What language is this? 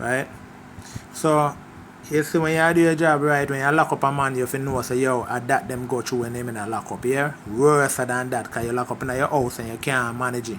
Jamaican Creole English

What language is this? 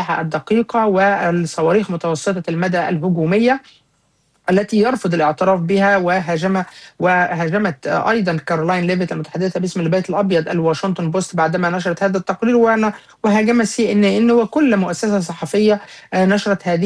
Arabic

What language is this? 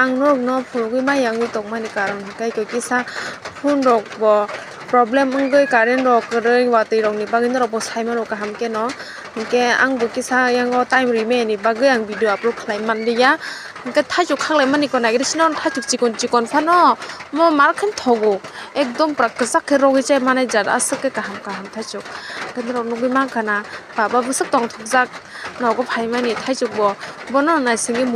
Kok Borok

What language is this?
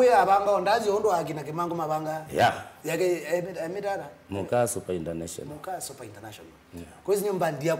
Kamba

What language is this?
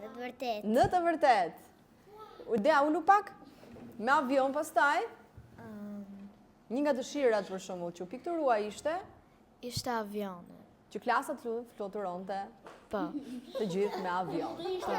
Albanian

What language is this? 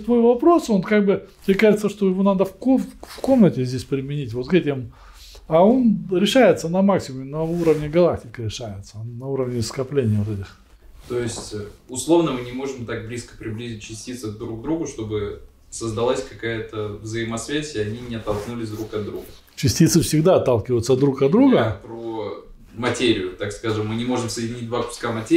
Russian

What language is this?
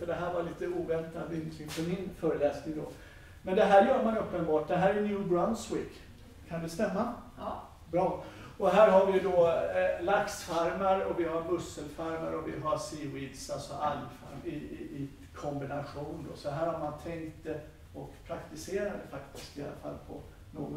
Swedish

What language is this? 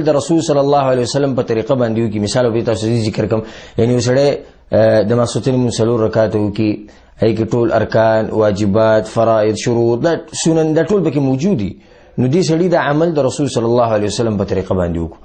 Pashto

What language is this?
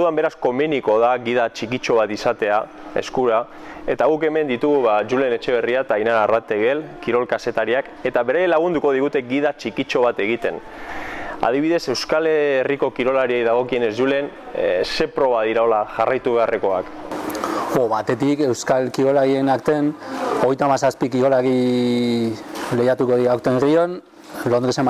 Basque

